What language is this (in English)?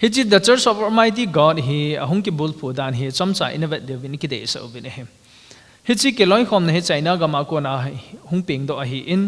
Thado Chin